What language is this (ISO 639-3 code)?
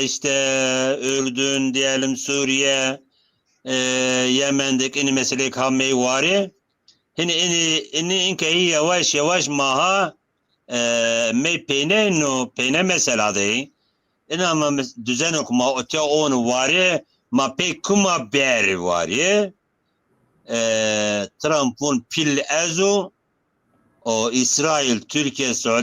zza